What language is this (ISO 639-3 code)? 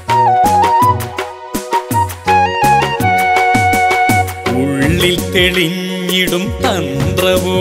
mal